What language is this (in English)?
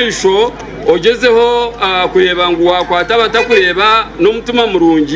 Nyankole